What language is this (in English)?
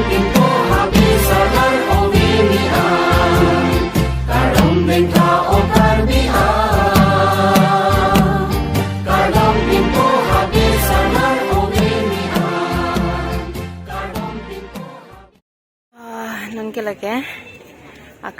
Karbi